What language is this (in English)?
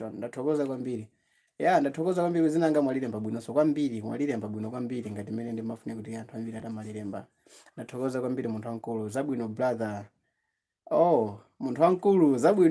Nyanja